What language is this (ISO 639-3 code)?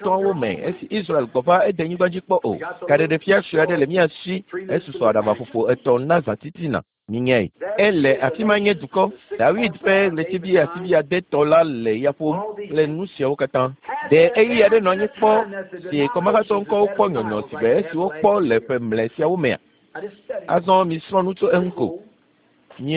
ewe